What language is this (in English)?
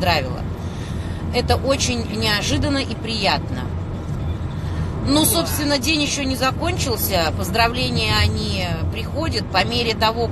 Russian